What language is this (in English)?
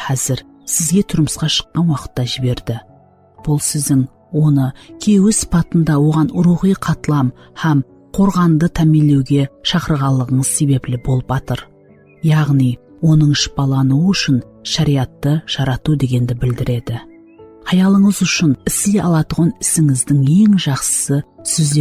Kara-Kalpak